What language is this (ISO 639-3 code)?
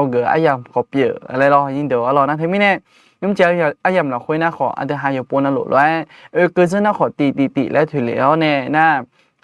ahk